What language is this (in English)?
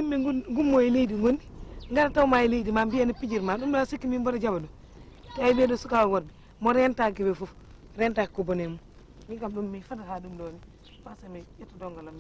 Fula